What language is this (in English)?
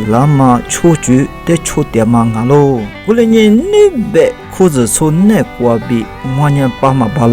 Lisu